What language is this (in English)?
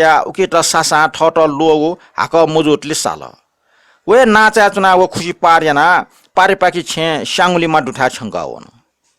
Newari